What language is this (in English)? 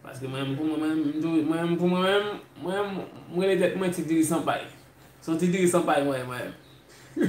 Haitian Creole